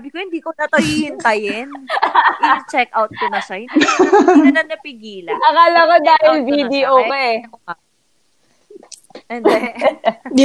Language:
Filipino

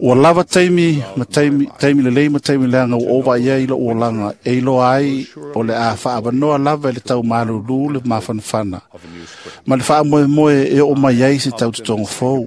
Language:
Samoan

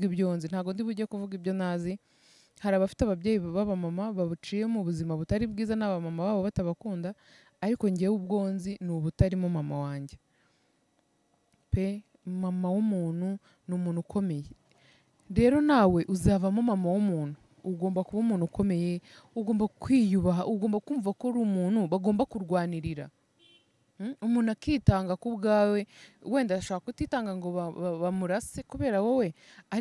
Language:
Kinyarwanda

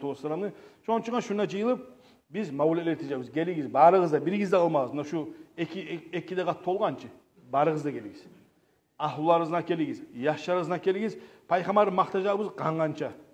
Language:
Kumyk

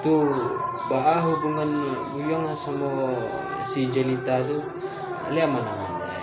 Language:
Minangkabau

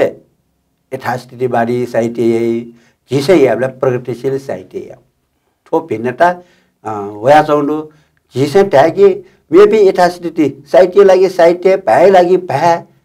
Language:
Newari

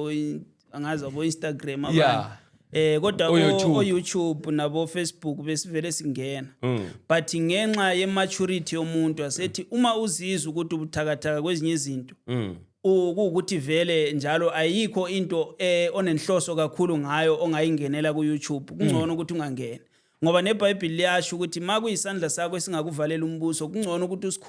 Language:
Zulu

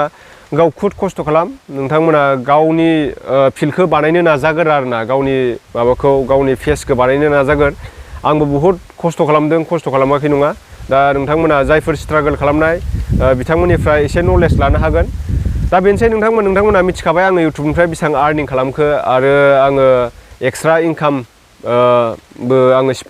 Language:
Bodo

